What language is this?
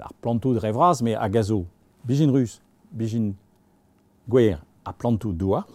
Breton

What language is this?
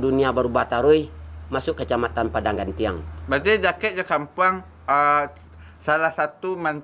Minangkabau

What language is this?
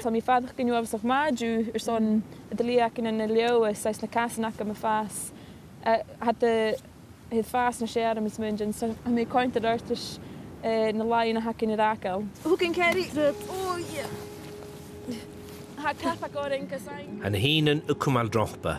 Scottish Gaelic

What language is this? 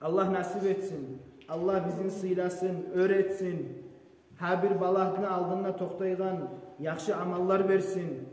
Kumyk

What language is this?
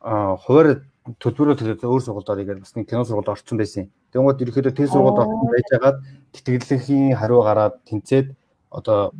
Mongolian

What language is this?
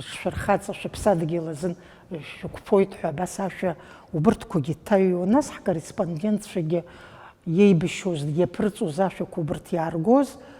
Abkhazian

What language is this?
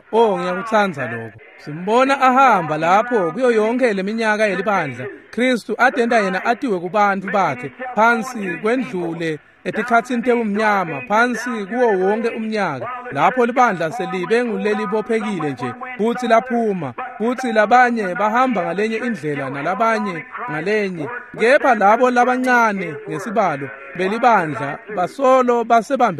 Swati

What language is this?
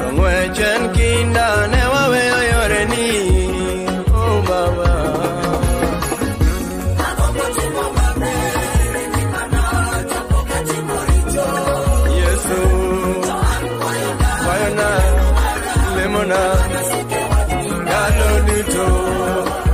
Luo (Kenya and Tanzania)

